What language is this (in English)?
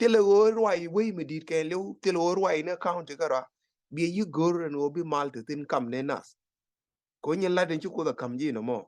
Nuer